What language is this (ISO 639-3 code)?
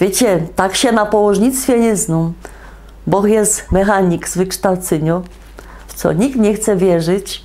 szl